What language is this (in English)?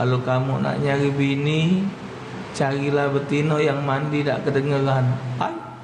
Musi